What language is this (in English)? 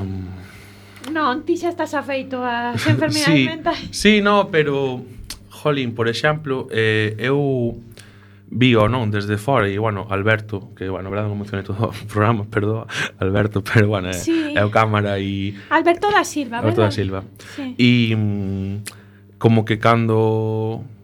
Galician